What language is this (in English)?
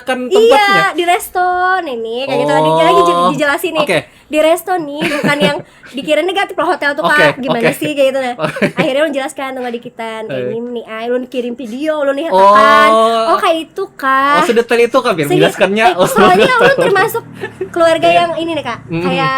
Banjar